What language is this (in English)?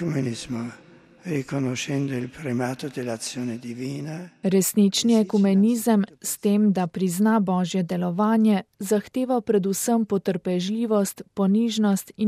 Slovenian